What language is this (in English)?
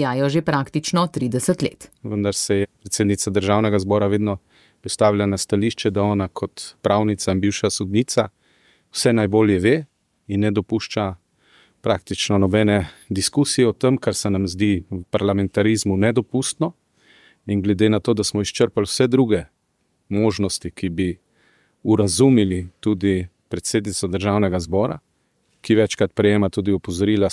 Slovenian